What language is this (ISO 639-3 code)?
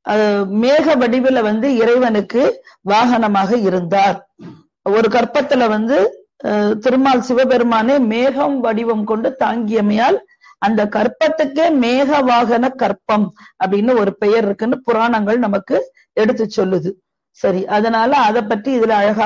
tam